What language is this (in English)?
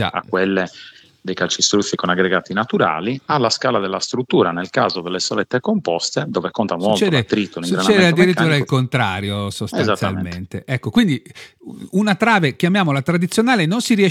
Italian